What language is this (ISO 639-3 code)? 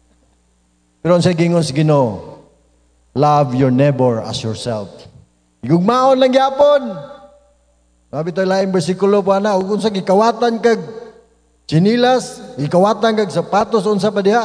ceb